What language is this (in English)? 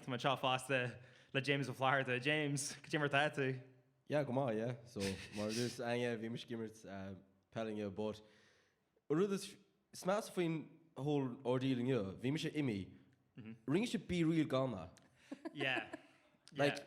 Irish